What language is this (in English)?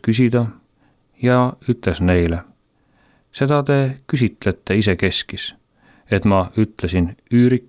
Estonian